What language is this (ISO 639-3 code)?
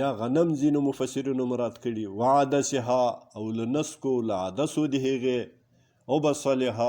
pus